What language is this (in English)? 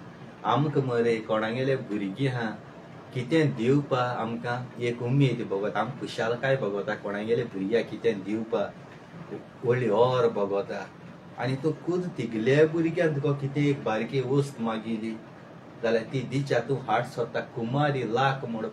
Konkani